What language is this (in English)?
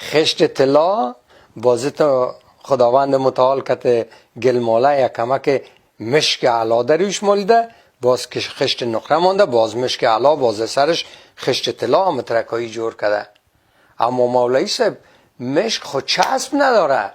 Persian